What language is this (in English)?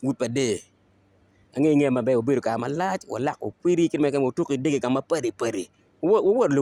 Acoli